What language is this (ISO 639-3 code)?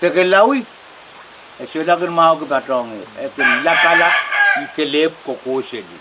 pon